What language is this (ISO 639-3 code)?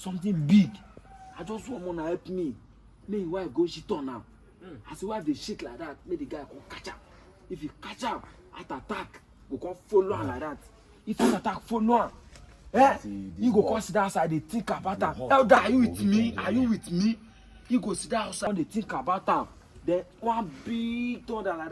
pcm